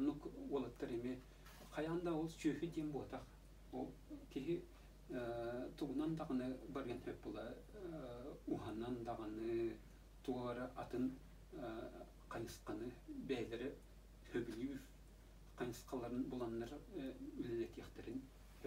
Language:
Yakut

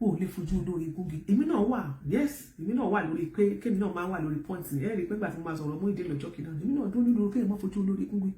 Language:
Yoruba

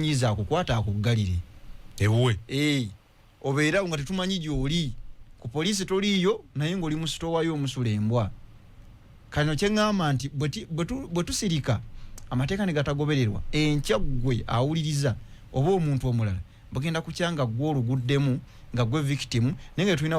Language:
Ganda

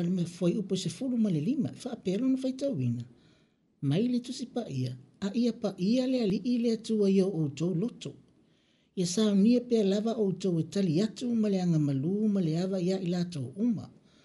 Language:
Samoan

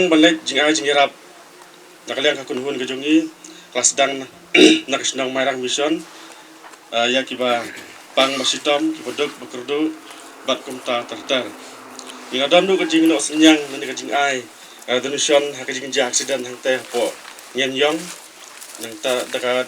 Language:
Khasi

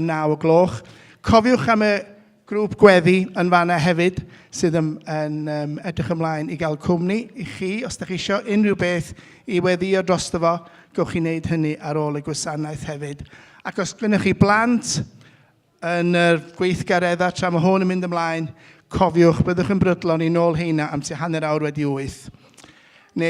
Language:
Welsh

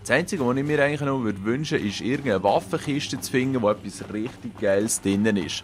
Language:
Swiss German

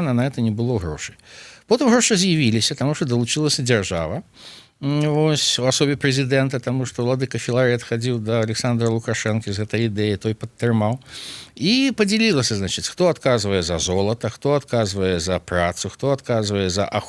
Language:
Belarusian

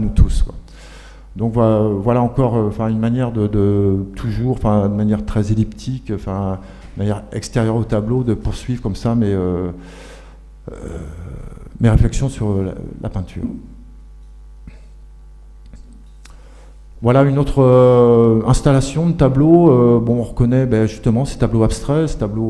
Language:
French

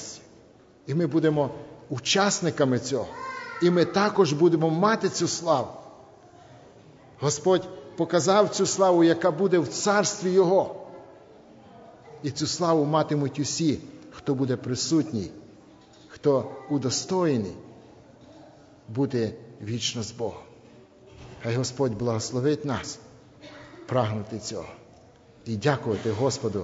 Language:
Ukrainian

